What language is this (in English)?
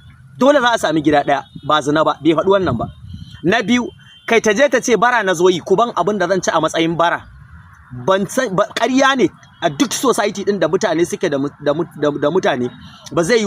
Hausa